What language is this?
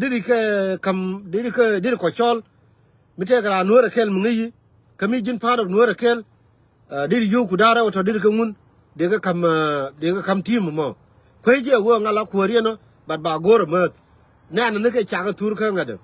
Nuer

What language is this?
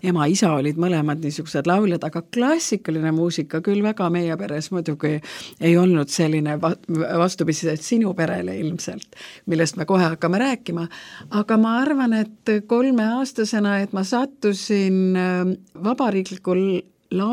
Estonian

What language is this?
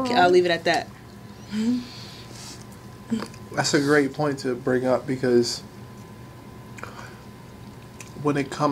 English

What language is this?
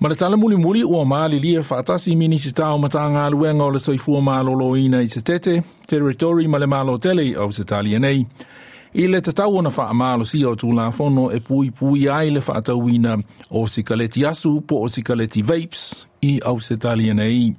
Samoan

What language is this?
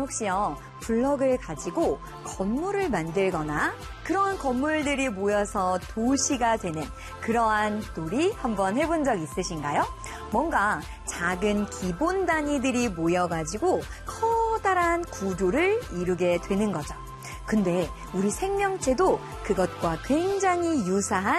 Korean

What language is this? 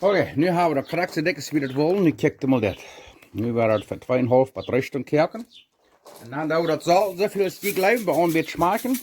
Plautdietsch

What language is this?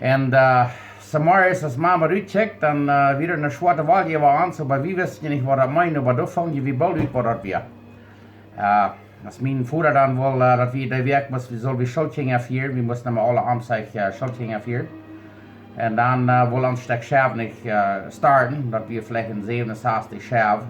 Plautdietsch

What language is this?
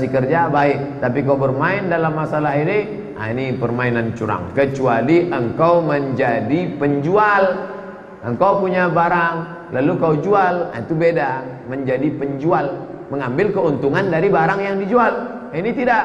Indonesian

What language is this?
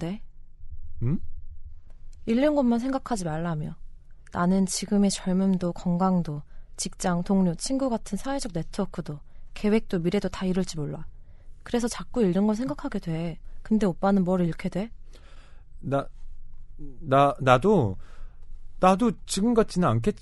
Korean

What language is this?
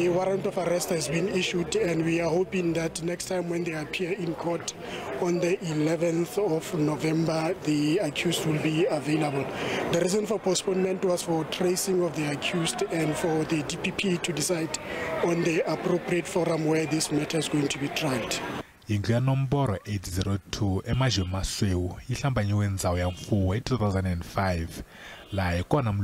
Tsonga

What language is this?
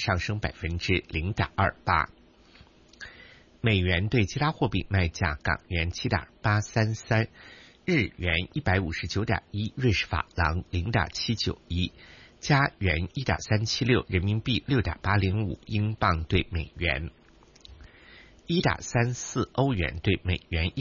Chinese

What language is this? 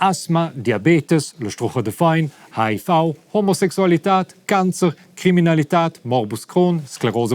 Romansh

